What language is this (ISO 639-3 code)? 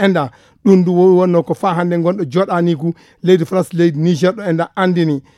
ful